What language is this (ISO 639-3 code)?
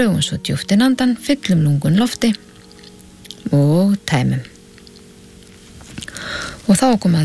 isl